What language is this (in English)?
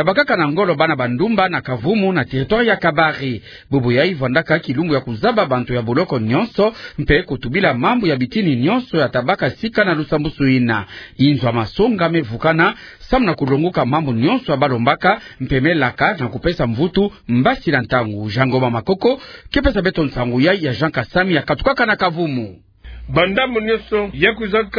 Kituba (Democratic Republic of Congo)